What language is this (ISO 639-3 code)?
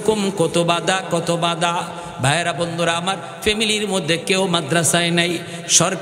ben